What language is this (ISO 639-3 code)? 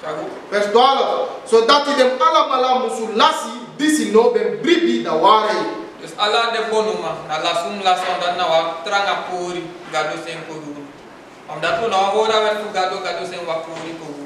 srn